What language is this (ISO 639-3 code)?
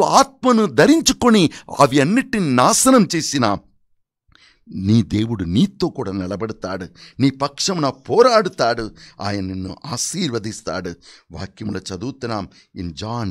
tel